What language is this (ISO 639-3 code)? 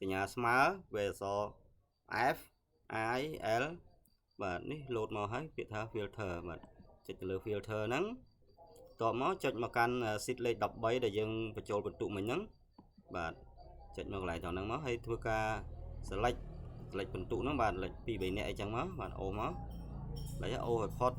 khm